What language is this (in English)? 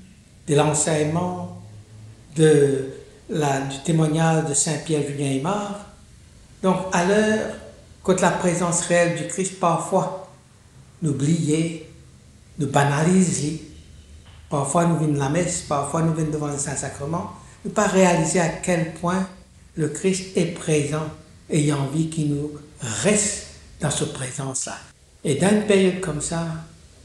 Morisyen